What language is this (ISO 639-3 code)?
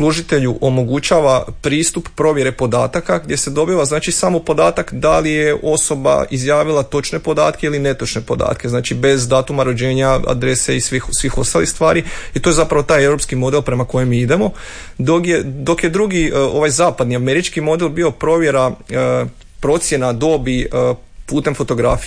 hrv